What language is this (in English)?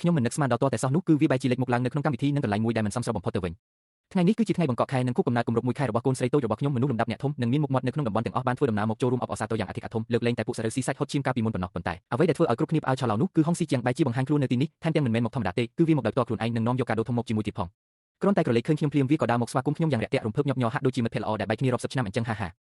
Khmer